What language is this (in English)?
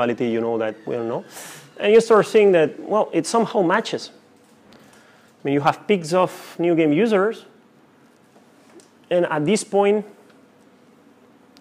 English